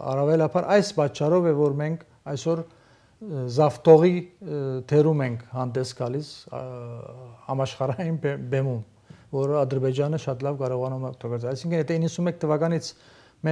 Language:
Armenian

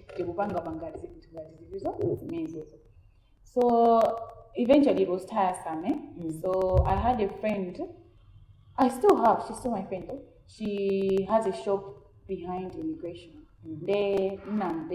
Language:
Nyanja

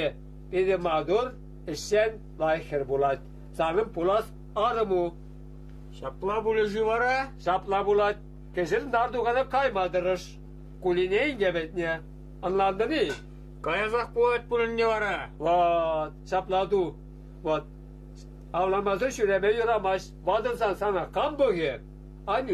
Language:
Chuvash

